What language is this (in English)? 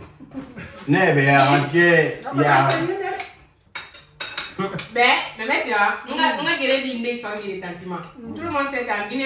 French